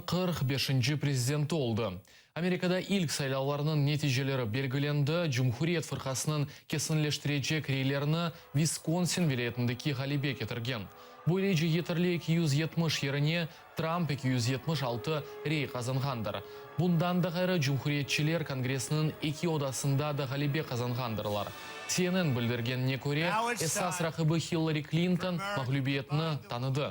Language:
Crimean Tatar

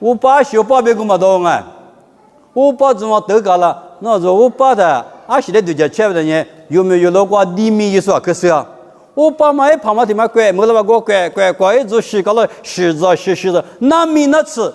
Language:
Lisu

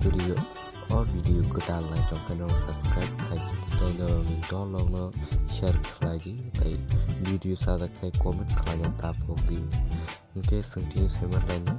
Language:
Kok Borok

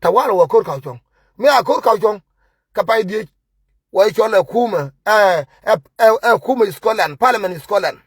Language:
Nuer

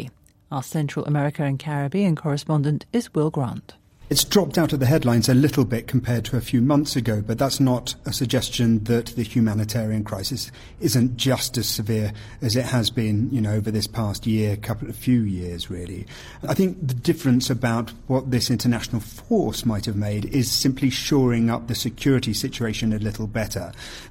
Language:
English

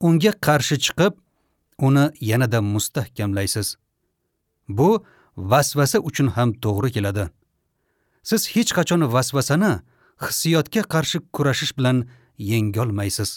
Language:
Uzbek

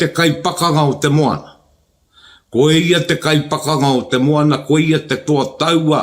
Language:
Māori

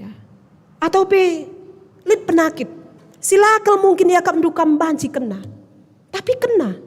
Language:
Batak Karo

